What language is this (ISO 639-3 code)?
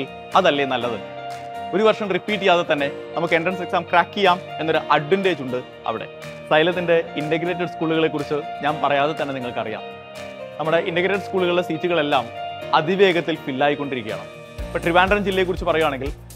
mal